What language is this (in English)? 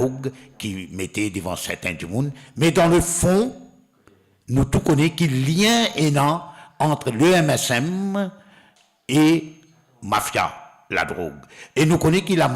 Morisyen